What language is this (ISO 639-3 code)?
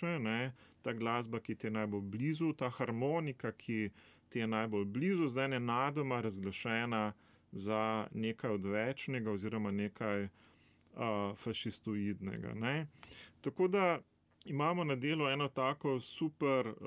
slv